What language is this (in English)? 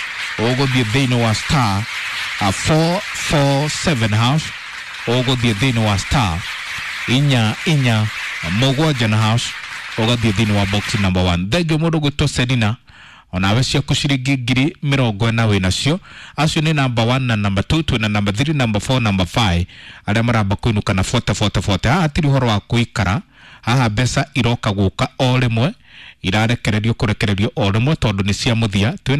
Kikuyu